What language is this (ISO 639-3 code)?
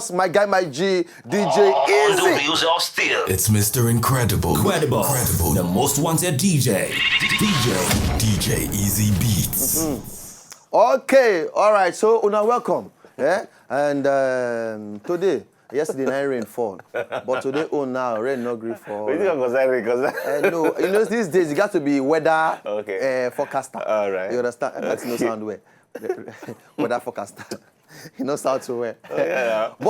pcm